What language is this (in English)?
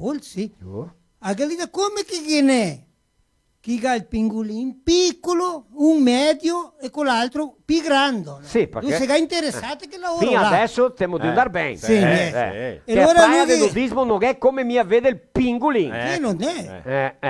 Venetian